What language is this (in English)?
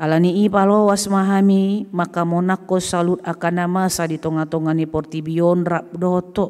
Batak Toba